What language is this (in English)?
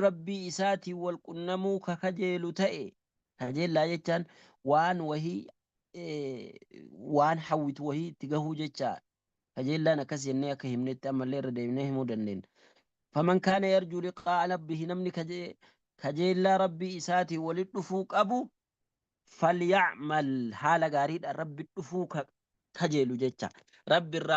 Oromo